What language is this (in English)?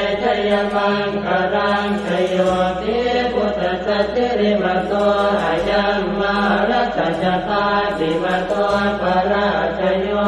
Pali